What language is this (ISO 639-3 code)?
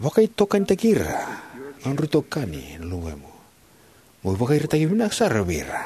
fij